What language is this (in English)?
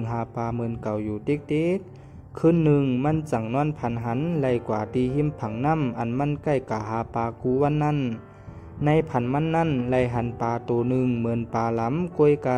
Shan